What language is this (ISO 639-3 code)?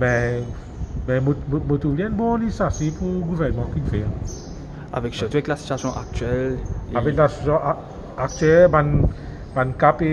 mfe